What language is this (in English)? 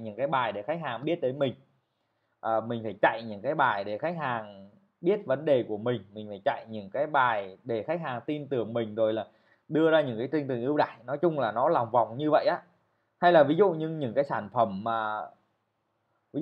Vietnamese